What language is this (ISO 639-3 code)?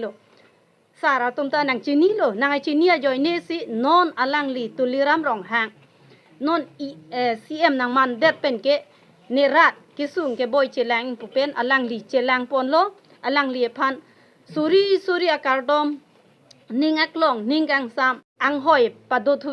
mjw